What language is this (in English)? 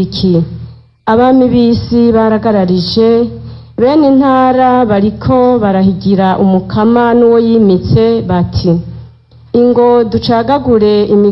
Rundi